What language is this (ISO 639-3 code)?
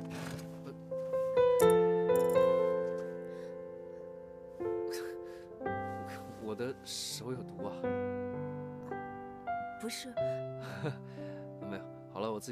zho